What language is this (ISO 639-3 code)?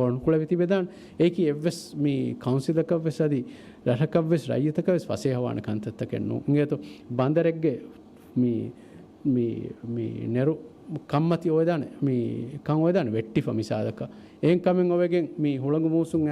div